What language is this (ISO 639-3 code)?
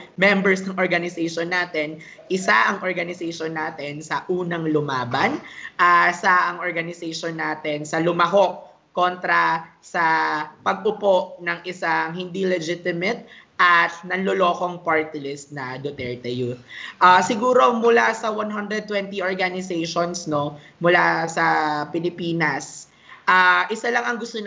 fil